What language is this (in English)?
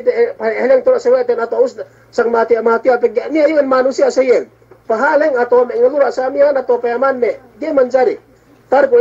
Yakan